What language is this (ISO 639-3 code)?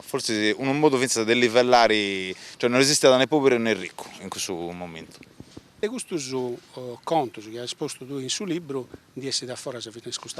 srd